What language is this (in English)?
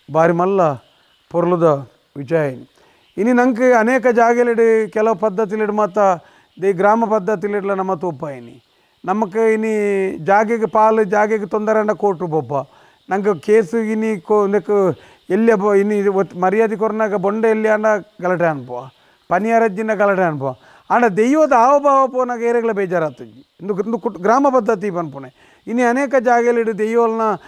Tulu